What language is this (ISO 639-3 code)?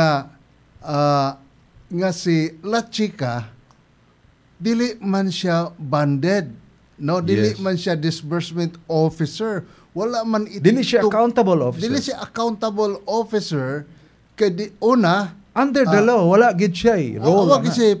ceb